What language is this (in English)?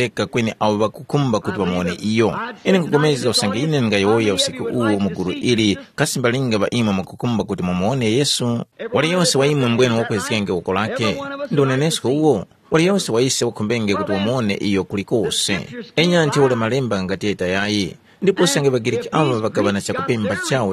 Tumbuka